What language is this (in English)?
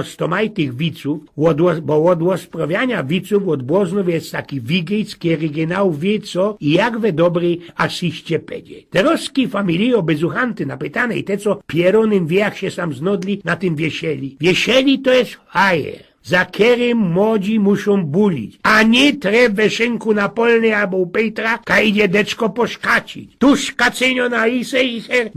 Silesian